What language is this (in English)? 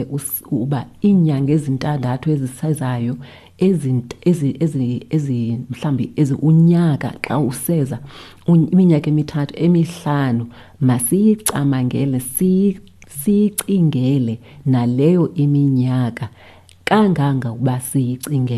Xhosa